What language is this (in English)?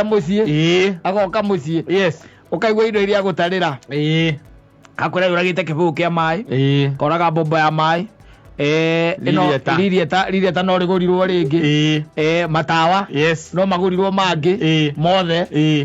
Kikuyu